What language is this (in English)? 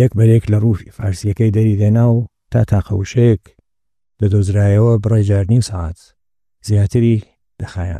Central Kurdish